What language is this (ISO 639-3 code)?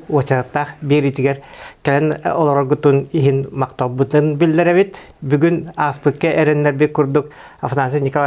sah